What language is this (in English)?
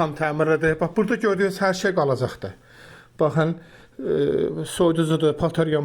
Azerbaijani